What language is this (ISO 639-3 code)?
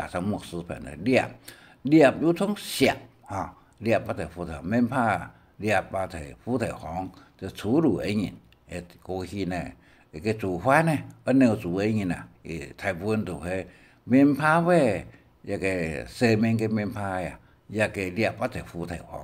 hak